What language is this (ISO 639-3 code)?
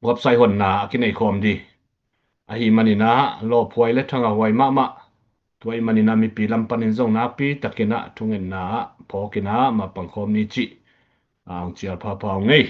ctd